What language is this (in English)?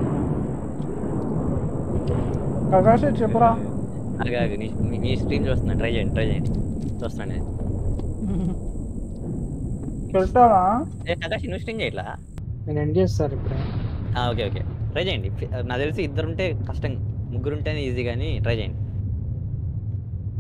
Telugu